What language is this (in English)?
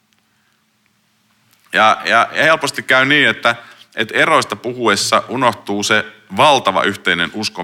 Finnish